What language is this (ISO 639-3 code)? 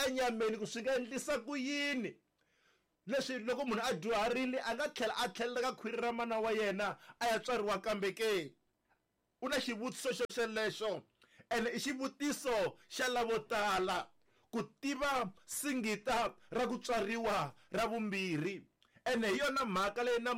tso